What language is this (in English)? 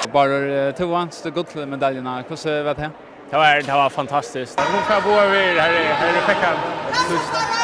Faroese